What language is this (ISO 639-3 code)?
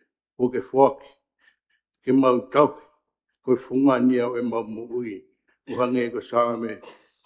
ton